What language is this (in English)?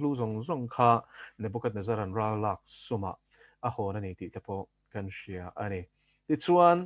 Mizo